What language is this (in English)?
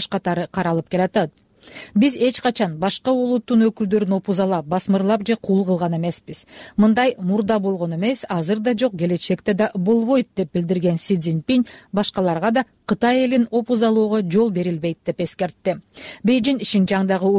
Kyrgyz